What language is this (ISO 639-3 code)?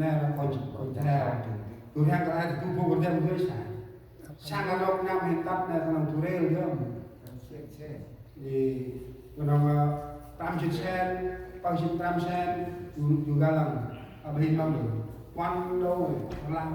cmo